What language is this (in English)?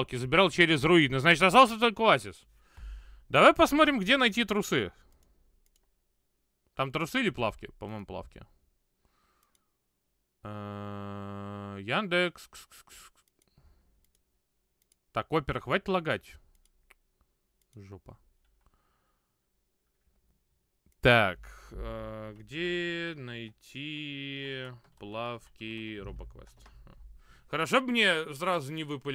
Russian